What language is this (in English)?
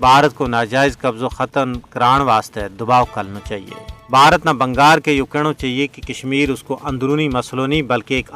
Gujari